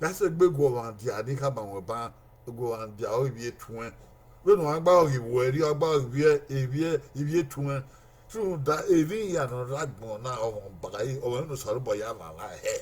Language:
Bini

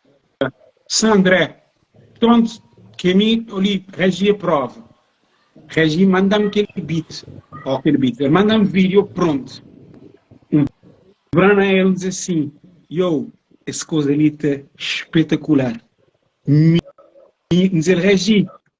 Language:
Kabuverdianu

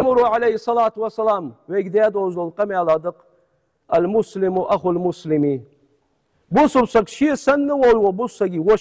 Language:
Ingush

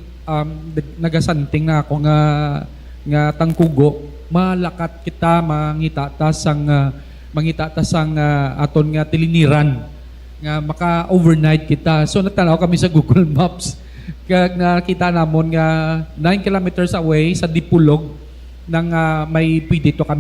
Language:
Hiligaynon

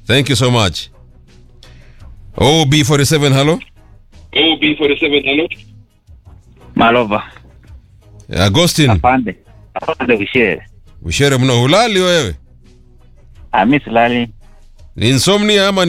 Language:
Swahili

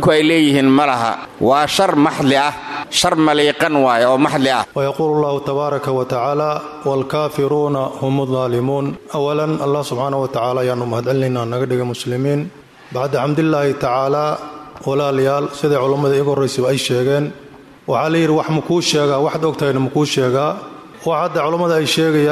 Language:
Somali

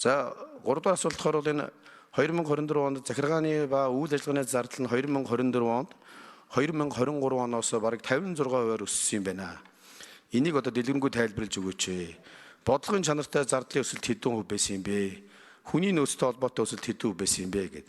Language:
Mongolian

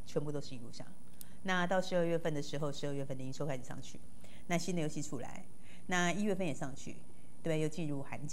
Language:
Chinese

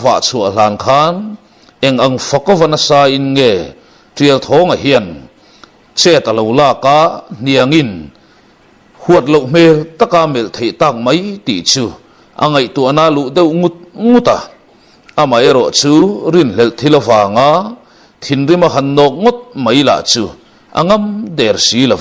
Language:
Mizo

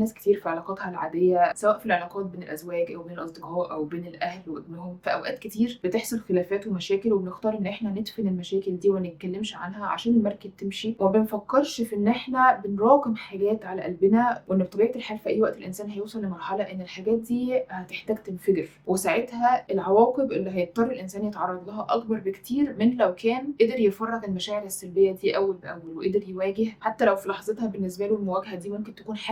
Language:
Egyptian Arabic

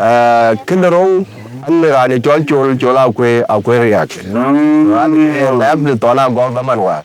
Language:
Dinka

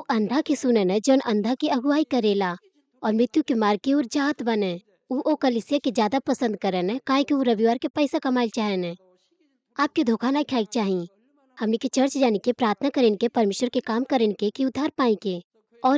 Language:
Bhojpuri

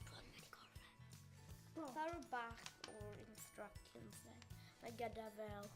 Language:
Welsh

